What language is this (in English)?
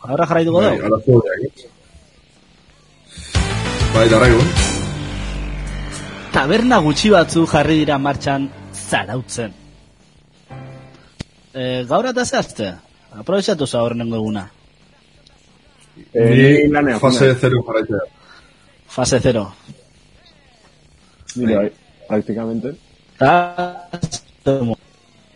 Basque